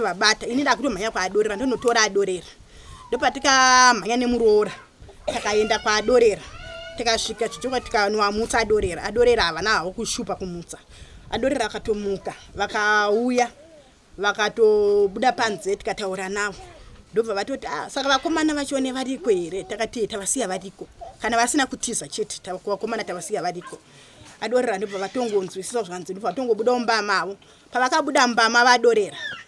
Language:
Shona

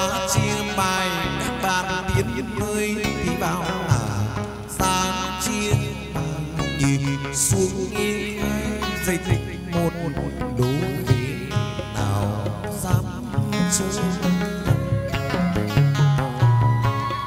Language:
Vietnamese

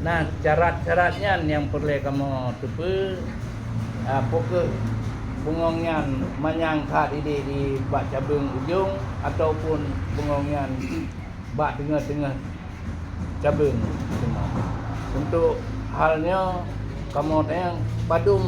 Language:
Achinese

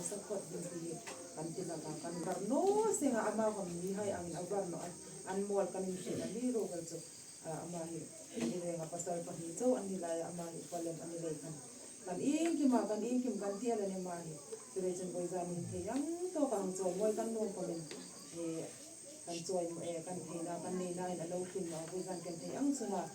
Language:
Hmar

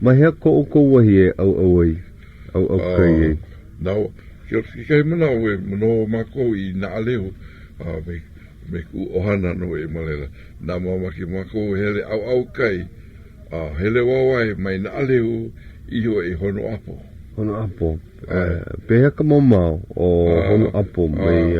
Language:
Hawaiian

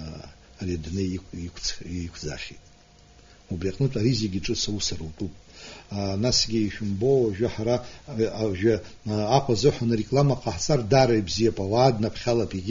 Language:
Abkhazian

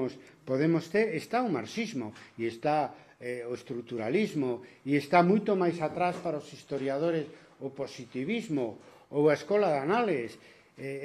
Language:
Galician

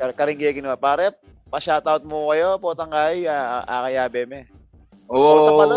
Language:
Pampanga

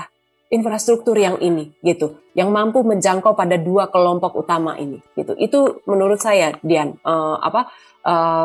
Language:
Indonesian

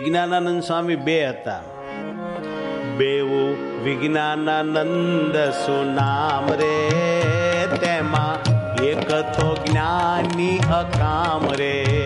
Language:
Gujarati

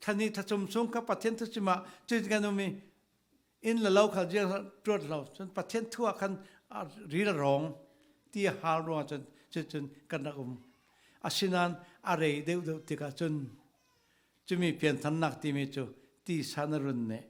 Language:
Falam Chin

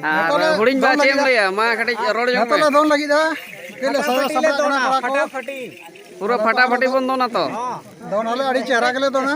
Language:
Santali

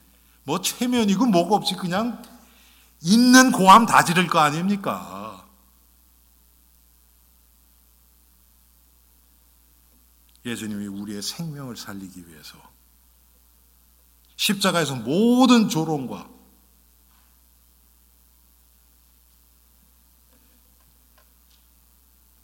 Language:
Korean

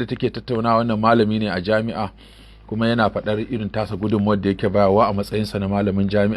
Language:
Hausa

